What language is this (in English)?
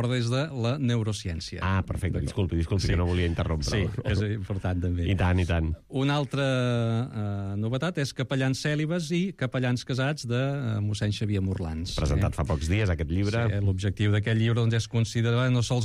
Catalan